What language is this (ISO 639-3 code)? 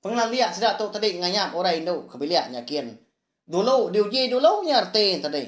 iba